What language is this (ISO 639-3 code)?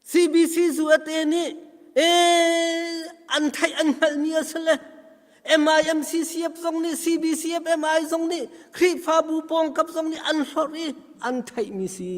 cnh